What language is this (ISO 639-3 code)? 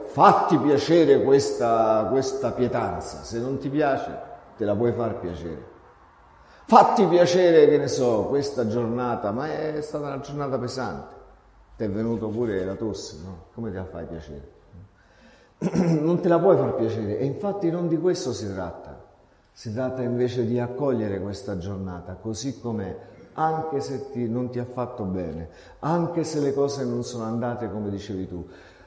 ita